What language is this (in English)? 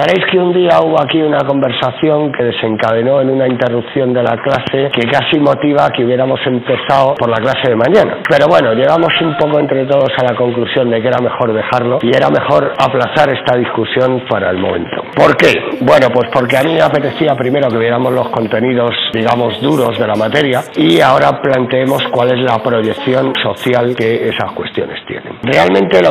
Spanish